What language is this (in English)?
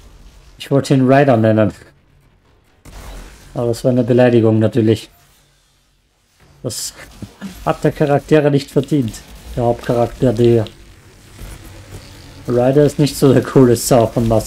German